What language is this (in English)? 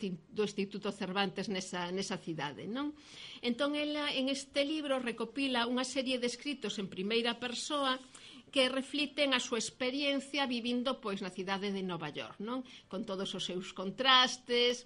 Galician